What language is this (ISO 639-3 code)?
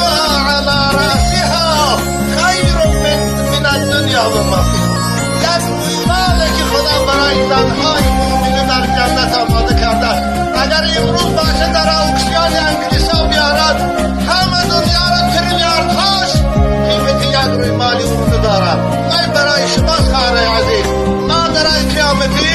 tgk